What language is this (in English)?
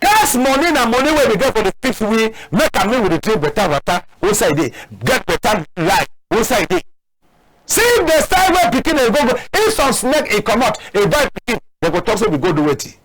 Cameroon Pidgin